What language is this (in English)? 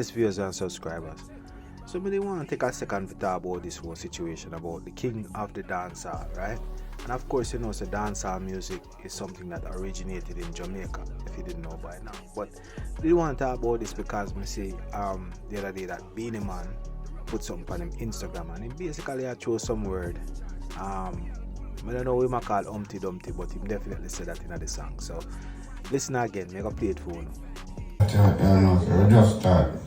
Jamaican Creole English